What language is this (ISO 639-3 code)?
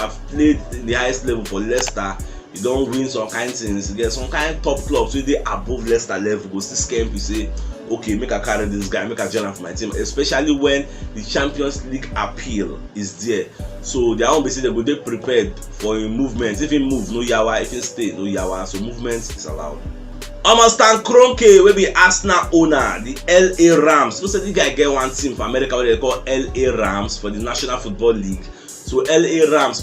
pcm